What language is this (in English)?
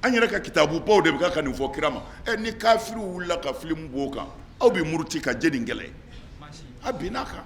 Bambara